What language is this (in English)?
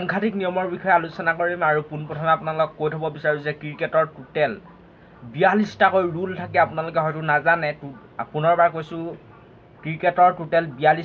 Assamese